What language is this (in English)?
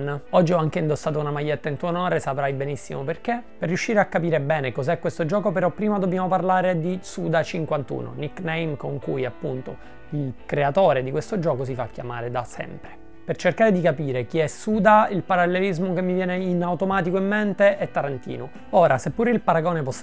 Italian